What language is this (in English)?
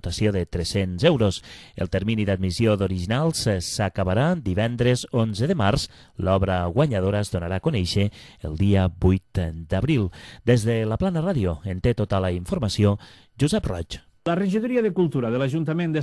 Catalan